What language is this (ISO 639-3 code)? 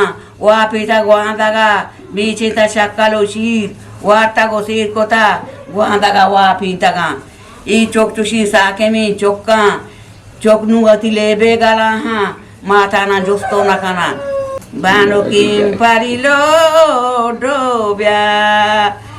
bgp